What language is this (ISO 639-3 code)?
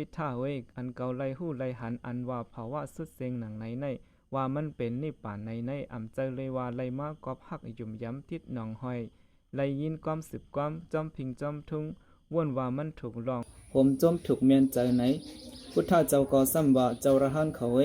shn